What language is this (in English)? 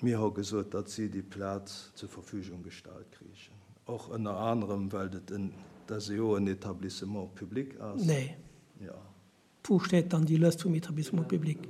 Luxembourgish